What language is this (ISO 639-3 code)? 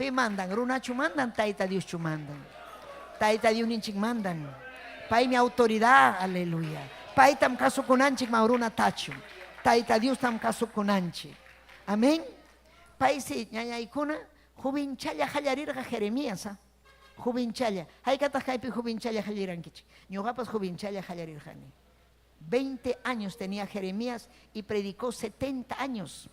quy